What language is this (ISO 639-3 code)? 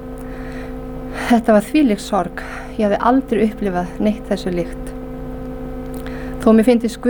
isl